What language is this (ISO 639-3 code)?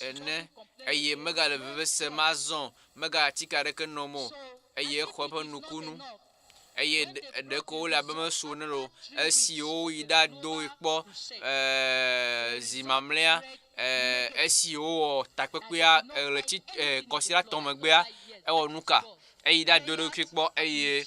ewe